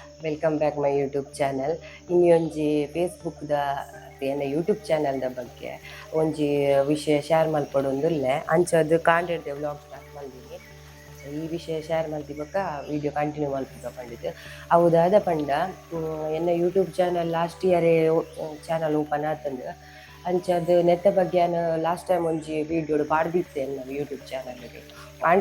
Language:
Tulu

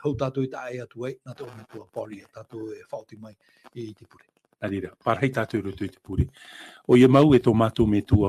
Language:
Tahitian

